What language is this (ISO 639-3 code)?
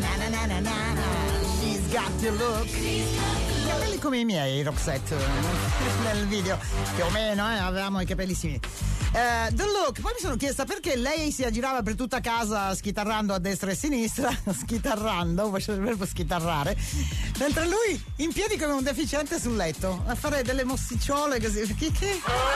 ita